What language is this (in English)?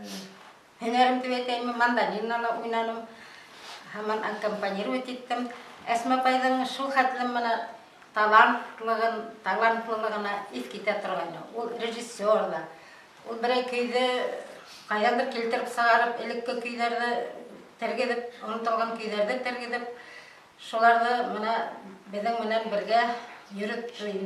Bashkir